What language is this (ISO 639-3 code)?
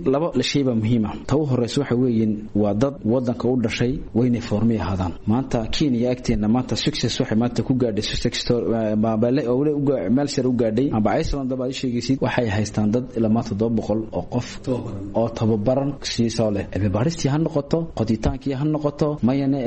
som